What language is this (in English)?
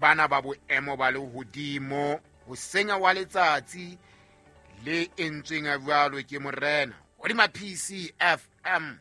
Southern Sotho